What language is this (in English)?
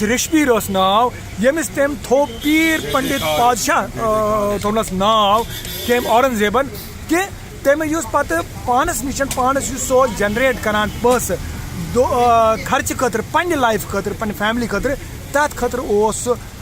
Kashmiri